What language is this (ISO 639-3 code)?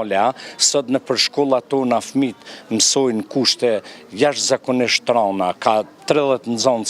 sqi